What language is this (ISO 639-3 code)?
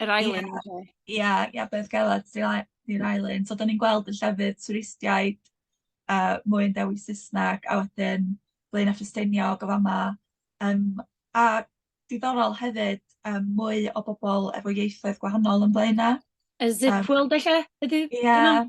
cym